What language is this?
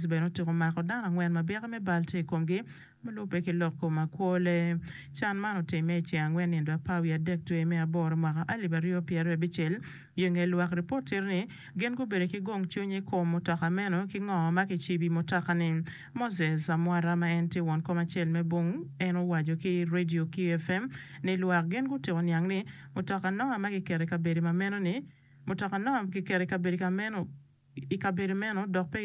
Acoli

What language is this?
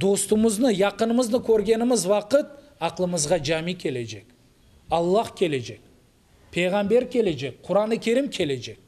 Crimean Tatar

